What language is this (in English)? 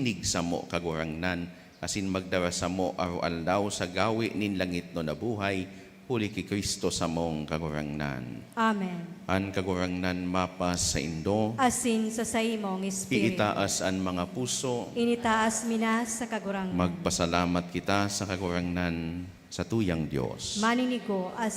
Bikol